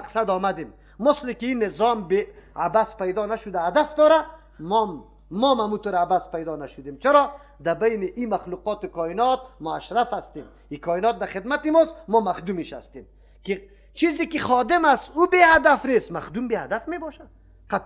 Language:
Persian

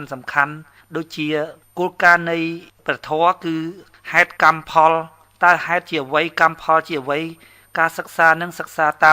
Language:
Khmer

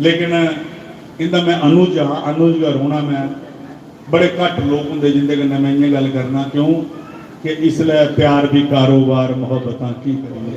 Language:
Dogri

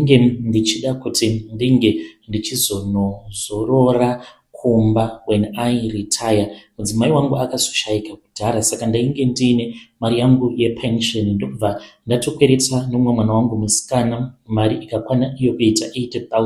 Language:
Shona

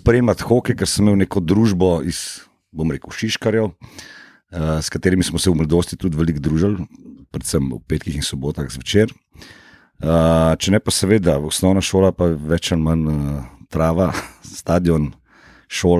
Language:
Slovenian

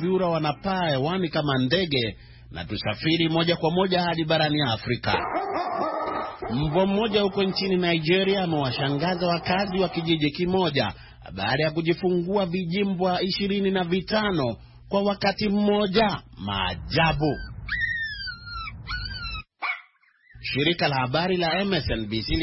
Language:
Swahili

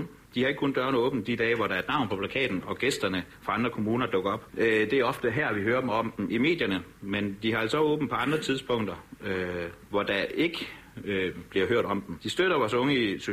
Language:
Danish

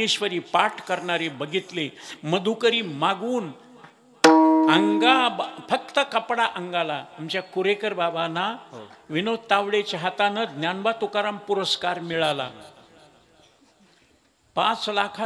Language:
Marathi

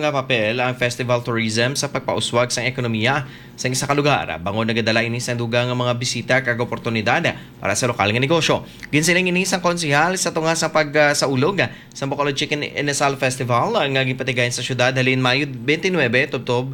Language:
Hiligaynon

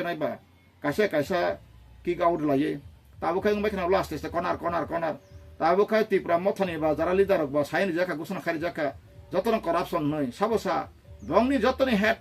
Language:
Kok Borok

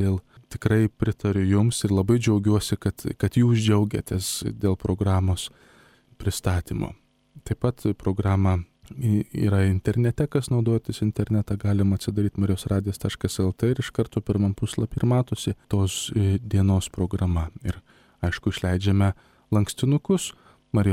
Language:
Lithuanian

